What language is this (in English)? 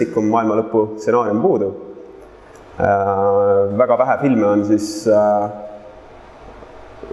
Estonian